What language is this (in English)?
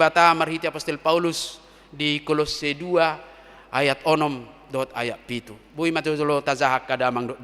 Batak Toba